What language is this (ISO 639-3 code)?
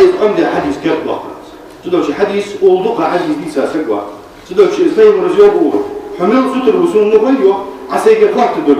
inh